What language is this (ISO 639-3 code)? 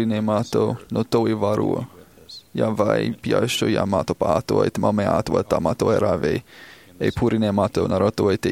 tah